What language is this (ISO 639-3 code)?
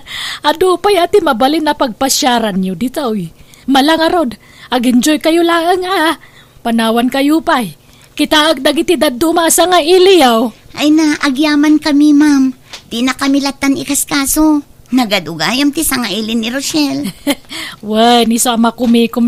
ilo